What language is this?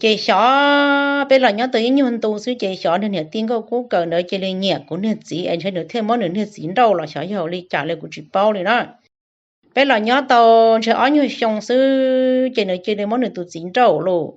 Hmong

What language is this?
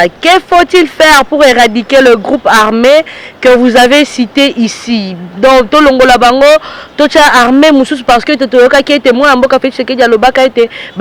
Lingala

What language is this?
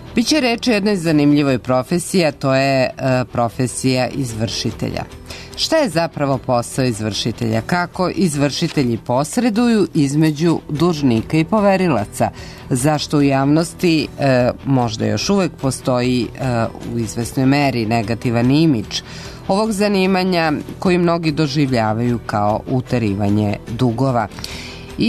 Serbian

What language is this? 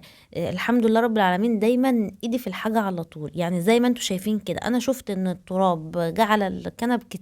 Egyptian Arabic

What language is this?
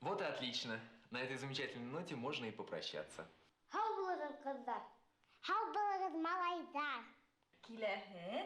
Bashkir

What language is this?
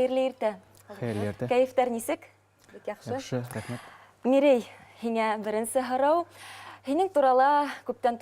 Bashkir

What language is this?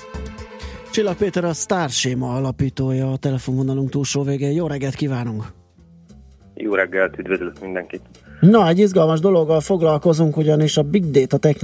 Hungarian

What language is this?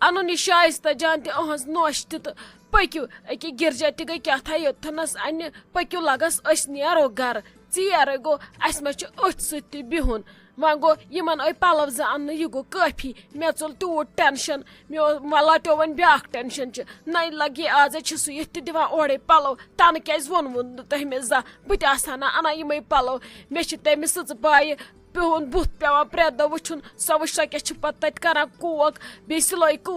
Kashmiri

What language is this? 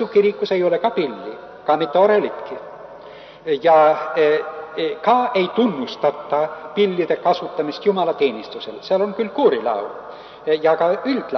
Estonian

